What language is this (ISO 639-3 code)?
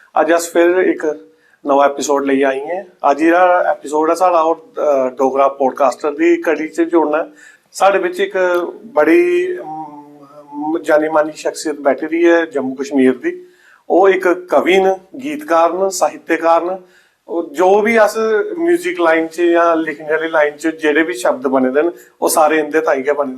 doi